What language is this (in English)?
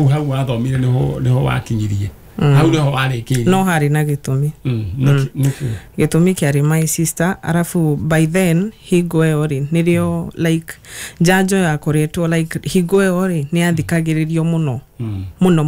Kikuyu